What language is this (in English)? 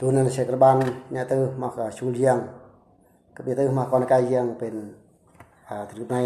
Eastern Bru